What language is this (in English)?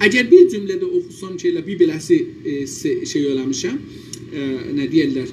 South Azerbaijani